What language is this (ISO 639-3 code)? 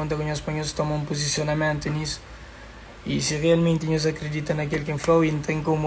kea